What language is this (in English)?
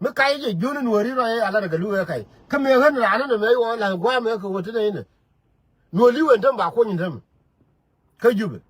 Nuer